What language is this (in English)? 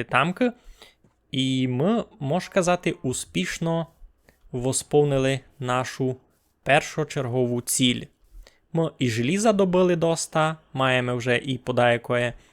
Rusyn